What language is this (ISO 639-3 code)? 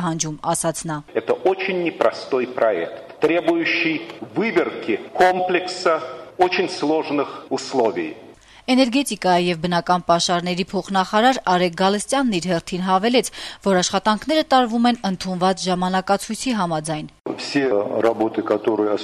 hye